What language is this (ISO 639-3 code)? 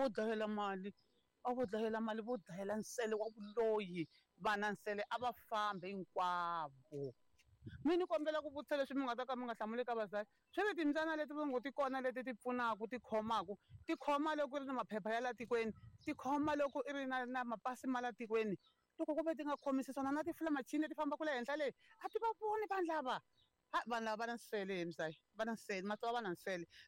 tso